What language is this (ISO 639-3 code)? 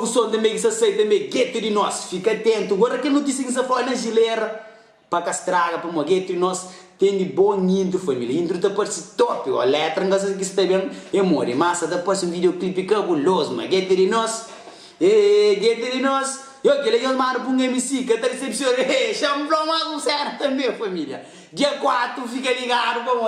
kea